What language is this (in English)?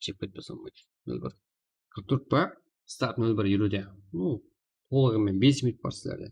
Kara-Kalpak